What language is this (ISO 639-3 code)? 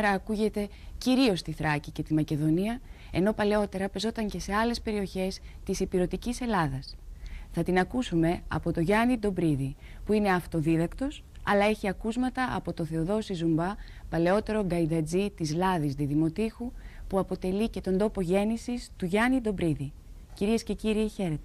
ell